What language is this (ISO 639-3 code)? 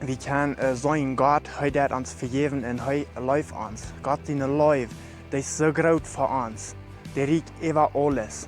pdt